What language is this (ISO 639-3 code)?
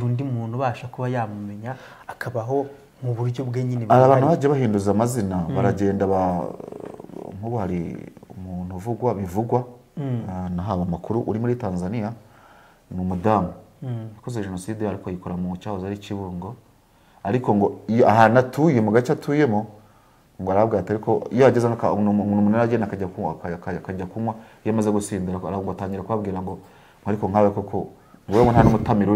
kin